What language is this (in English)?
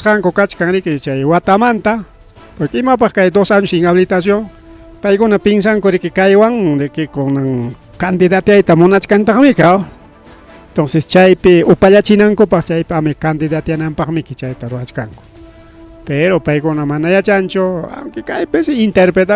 Ayacucho Quechua